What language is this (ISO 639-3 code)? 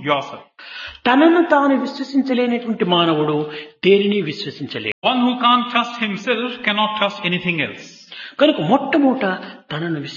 tel